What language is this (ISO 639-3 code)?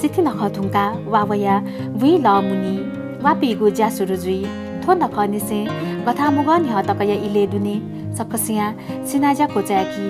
new